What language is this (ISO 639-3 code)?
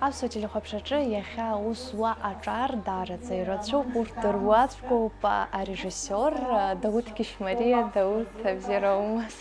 abk